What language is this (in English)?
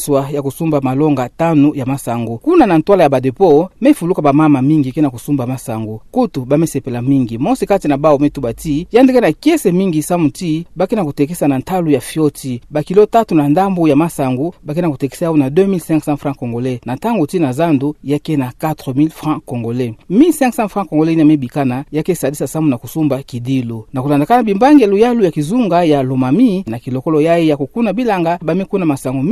Kituba (Democratic Republic of Congo)